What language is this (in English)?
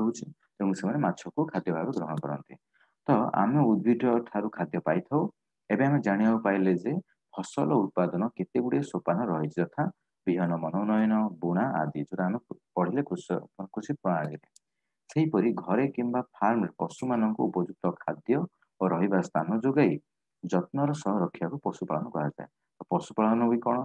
Odia